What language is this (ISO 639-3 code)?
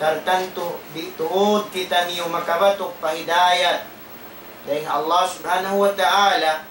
tsg